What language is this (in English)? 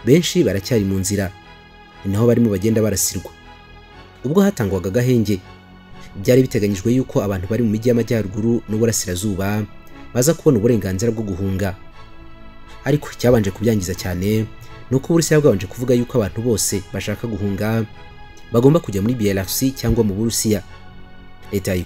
Kinyarwanda